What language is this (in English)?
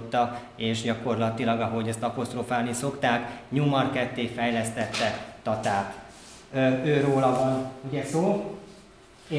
Hungarian